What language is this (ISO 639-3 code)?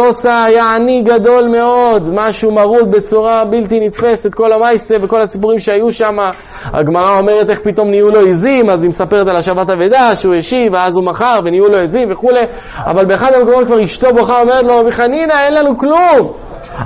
heb